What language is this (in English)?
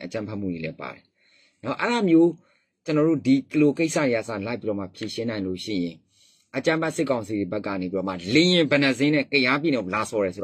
Burmese